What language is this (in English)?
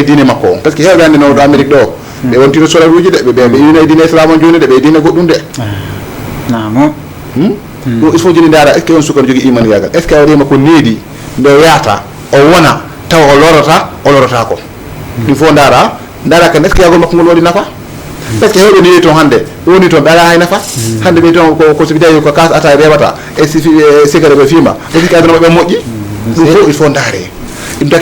Fula